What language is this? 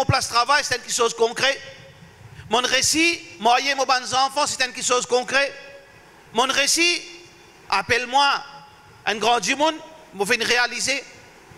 Morisyen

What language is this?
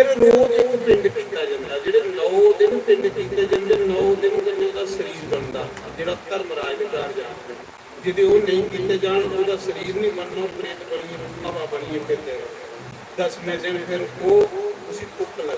Dogri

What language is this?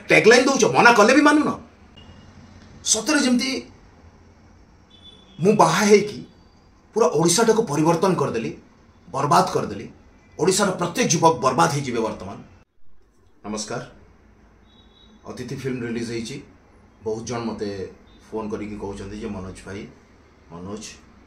Odia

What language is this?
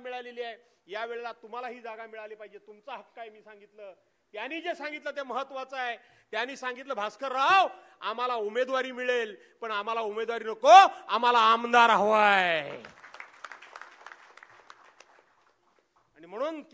Marathi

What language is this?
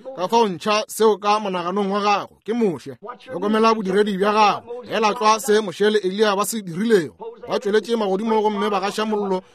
Northern Sotho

